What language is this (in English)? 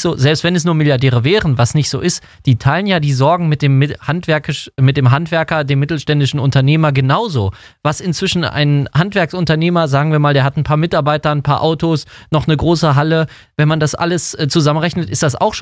German